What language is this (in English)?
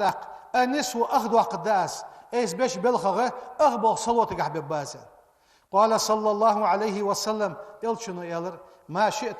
Ingush